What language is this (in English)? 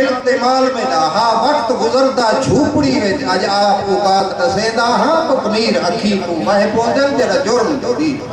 Saraiki